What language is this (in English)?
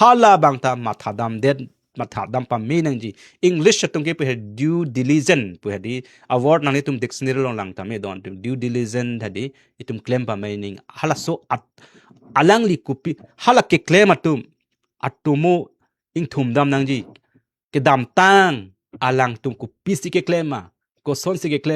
Karbi